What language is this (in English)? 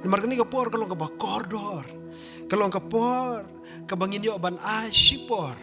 Khasi